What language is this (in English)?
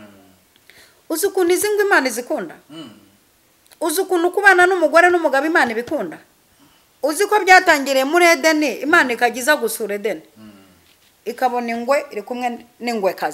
Kinyarwanda